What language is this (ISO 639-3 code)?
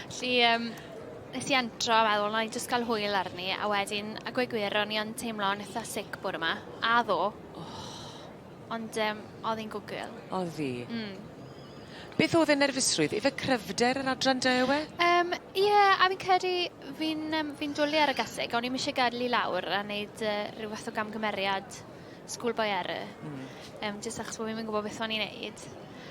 cym